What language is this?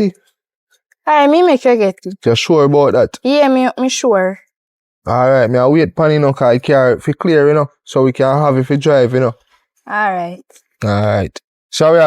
Jamaican Creole English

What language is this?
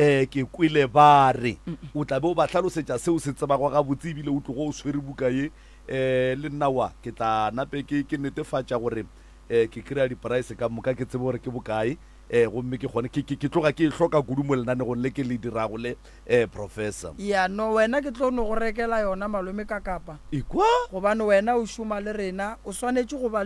Northern Sotho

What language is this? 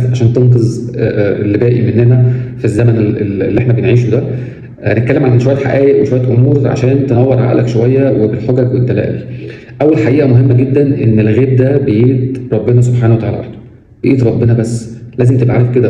Egyptian Arabic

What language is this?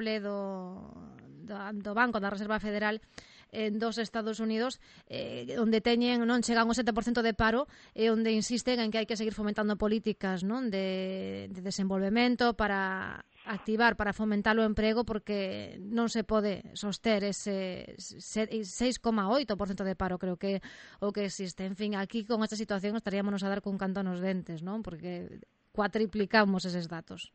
Galician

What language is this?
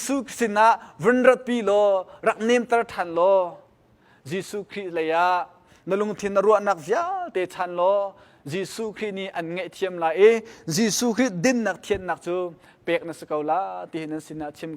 Hakha Chin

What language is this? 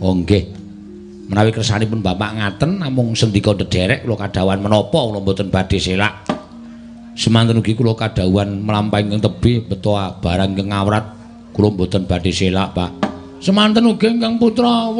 Javanese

